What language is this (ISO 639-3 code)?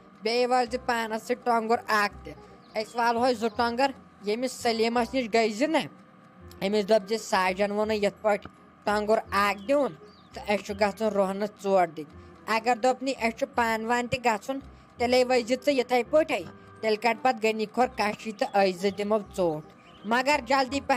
kas